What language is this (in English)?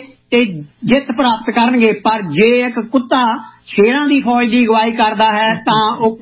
Punjabi